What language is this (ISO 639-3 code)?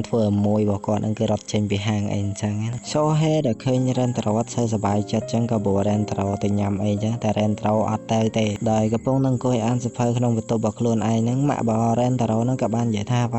khm